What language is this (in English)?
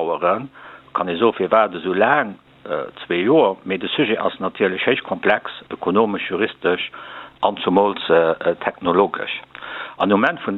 Luxembourgish